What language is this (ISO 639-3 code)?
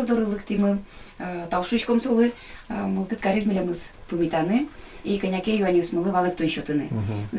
udm